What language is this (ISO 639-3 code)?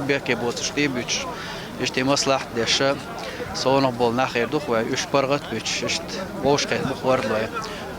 che